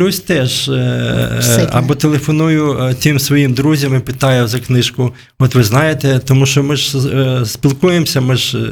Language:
Ukrainian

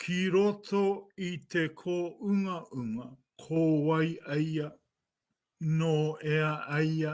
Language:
Māori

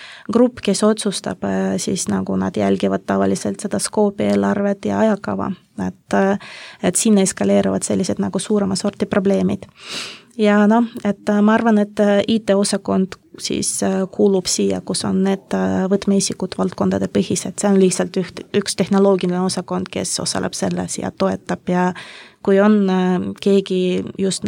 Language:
Estonian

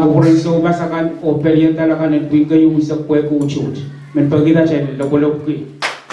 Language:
Pohnpeian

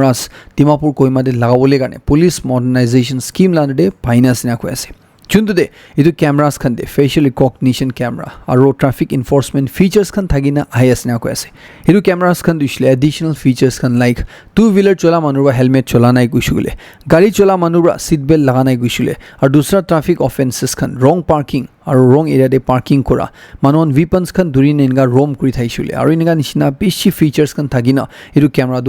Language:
Naga Pidgin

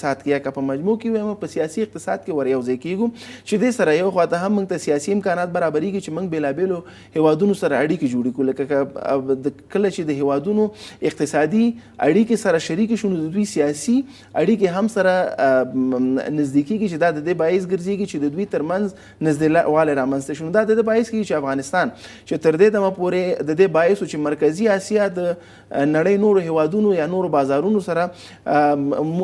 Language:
Pashto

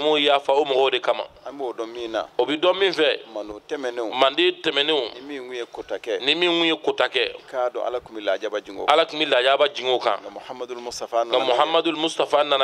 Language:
Bambara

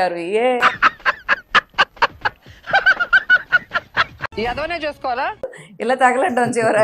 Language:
Telugu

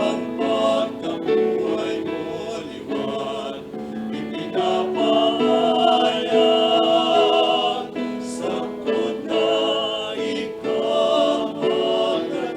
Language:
Bikol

